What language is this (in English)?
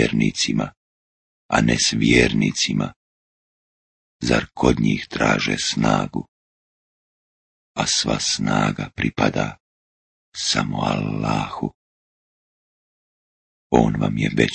Bosnian